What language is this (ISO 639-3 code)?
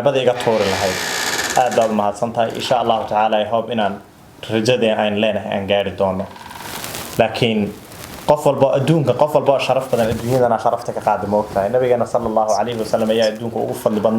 som